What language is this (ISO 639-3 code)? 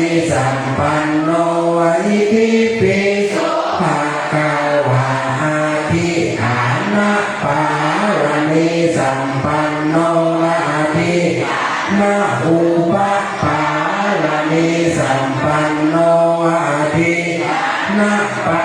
pli